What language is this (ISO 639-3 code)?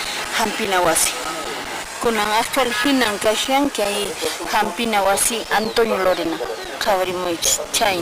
que